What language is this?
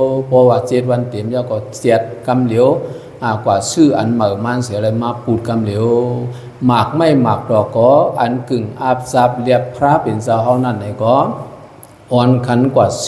Shan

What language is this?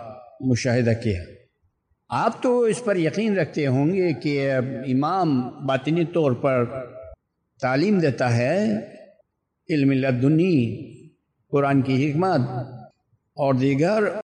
Urdu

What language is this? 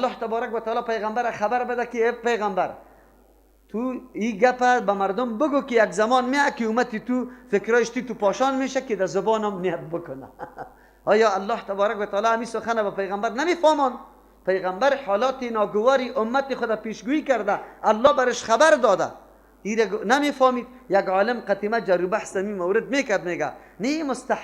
Persian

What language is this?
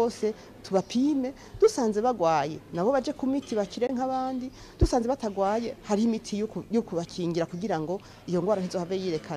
Rundi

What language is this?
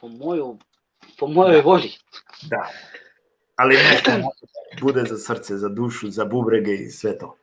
Balkan Romani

